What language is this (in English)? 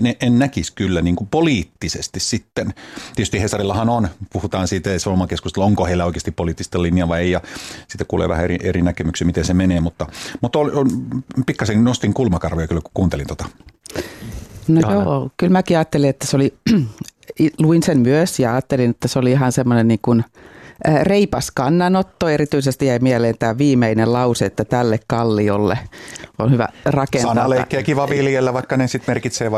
Finnish